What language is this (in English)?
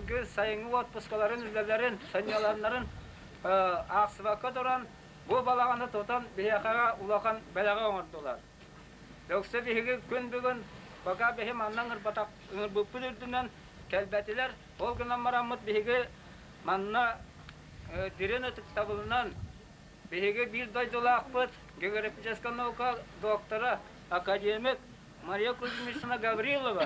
Yakut